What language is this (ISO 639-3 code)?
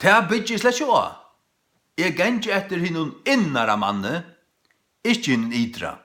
fao